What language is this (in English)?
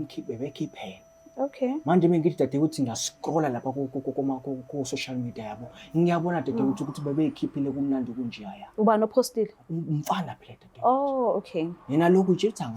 Zulu